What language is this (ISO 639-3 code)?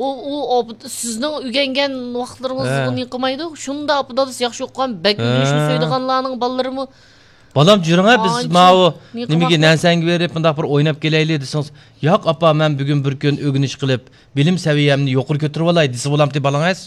uig